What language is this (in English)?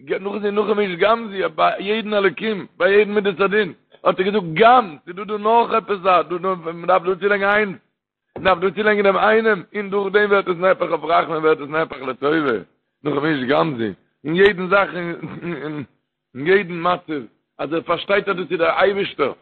Yiddish